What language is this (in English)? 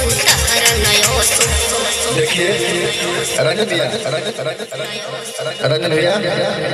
Bhojpuri